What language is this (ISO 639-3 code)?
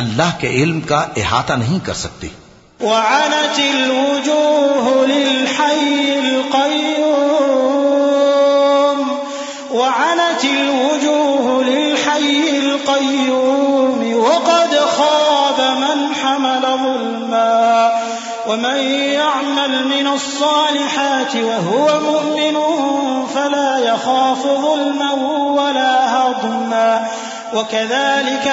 urd